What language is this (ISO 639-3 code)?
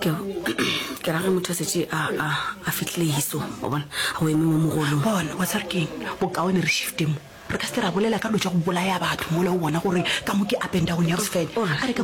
nso